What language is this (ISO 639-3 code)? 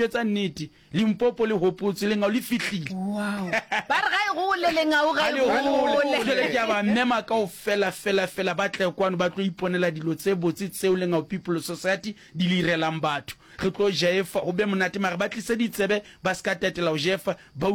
nso